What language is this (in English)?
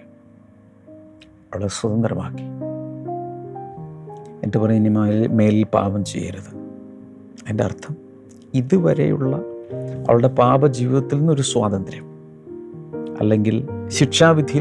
Malayalam